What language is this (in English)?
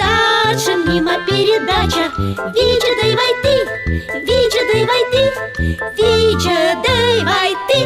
Komi